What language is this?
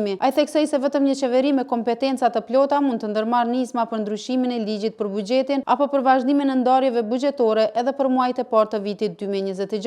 Albanian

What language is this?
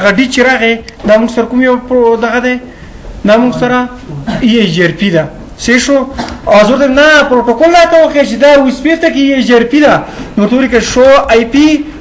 Pashto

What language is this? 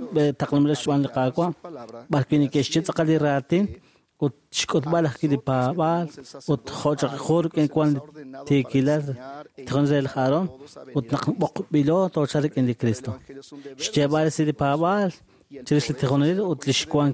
Kekchí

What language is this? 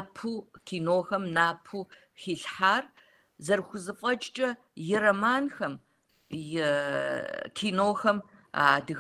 Kabardian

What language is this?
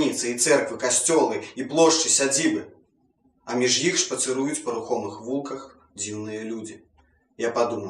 Belarusian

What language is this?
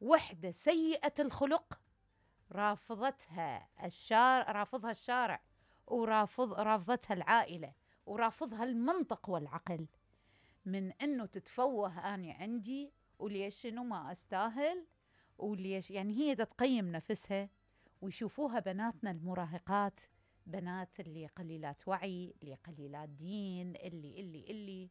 Mesopotamian Arabic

